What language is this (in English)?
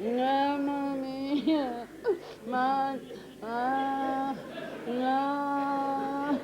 Neapolitan